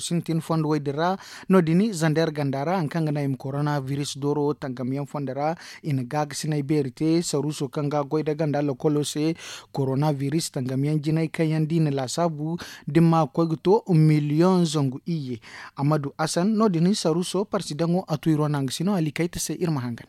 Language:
Zarma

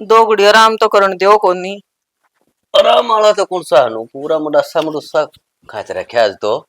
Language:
Haryanvi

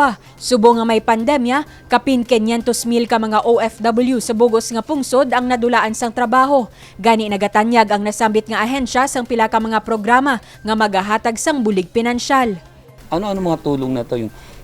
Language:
Hiligaynon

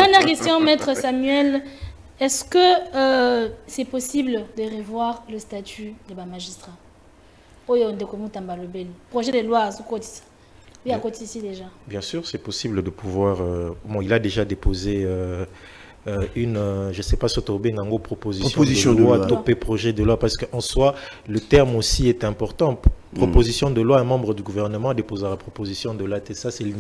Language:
French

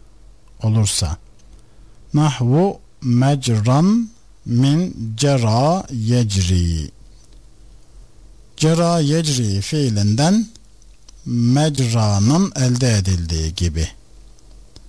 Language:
Turkish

